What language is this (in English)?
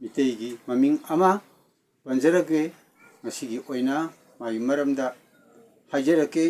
Manipuri